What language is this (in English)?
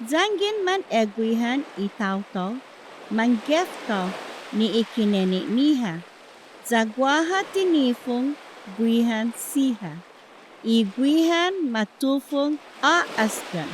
Chamorro